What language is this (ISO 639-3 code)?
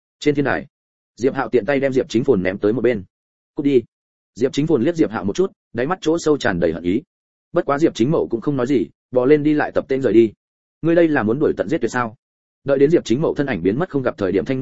vie